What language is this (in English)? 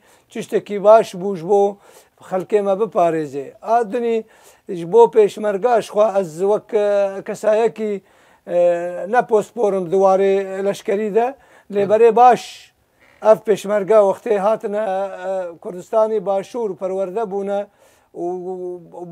Kurdish